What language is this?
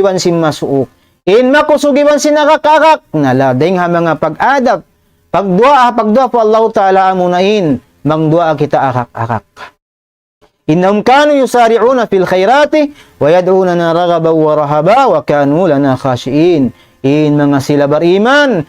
Tausug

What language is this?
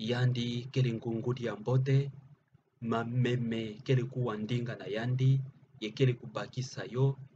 Kituba (Democratic Republic of Congo)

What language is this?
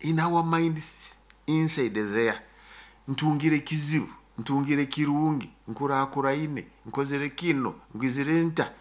Nyoro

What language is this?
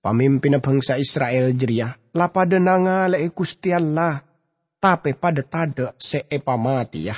Madurese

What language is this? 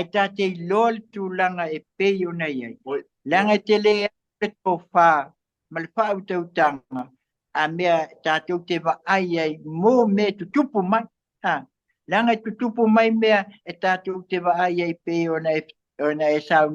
Samoan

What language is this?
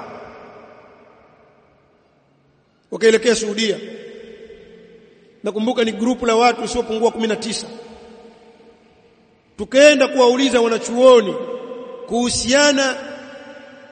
Swahili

